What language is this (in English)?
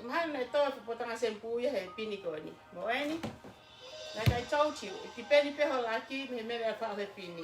Tongan